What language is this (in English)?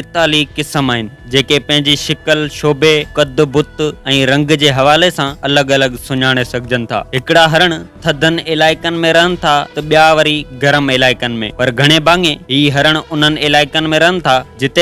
Sindhi